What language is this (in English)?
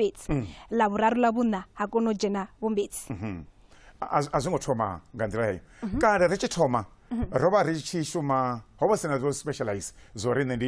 Venda